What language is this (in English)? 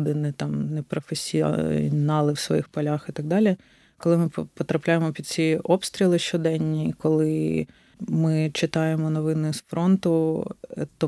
Ukrainian